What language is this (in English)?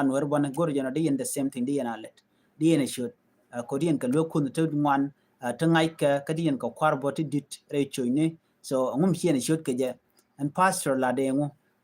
Nuer